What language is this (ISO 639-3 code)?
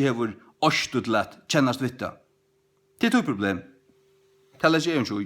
fao